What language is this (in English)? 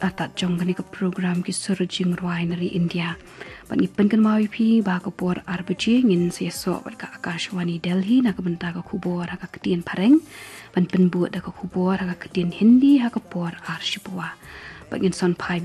Khasi